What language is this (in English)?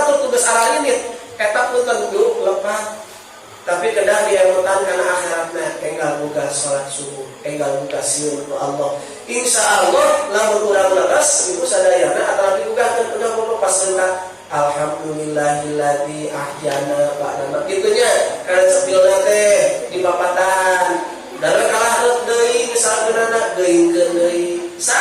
Sundanese